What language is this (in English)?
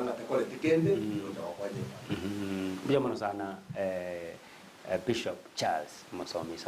Gusii